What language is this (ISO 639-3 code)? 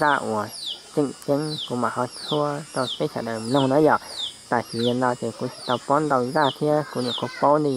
hmn